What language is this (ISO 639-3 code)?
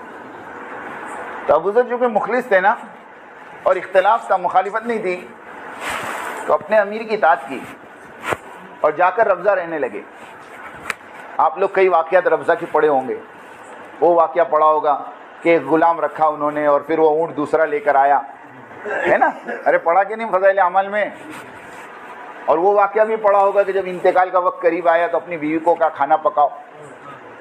urd